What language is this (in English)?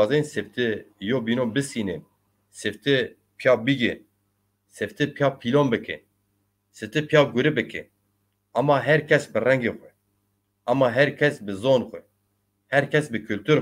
Zaza